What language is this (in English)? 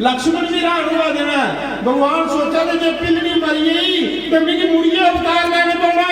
Dogri